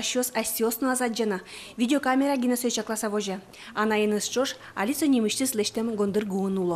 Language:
Udmurt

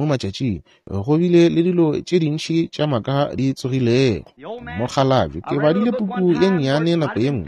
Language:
Northern Sotho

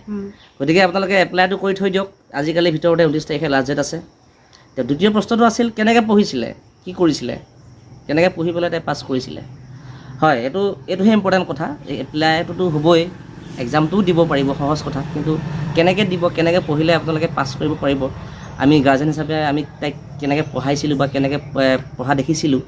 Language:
Assamese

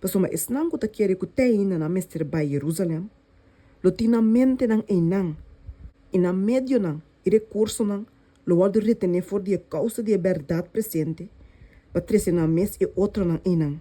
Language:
Papiamento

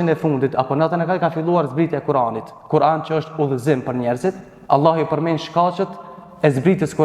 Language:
Albanian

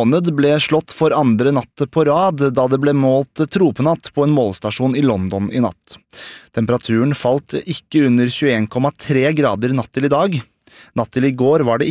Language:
Norwegian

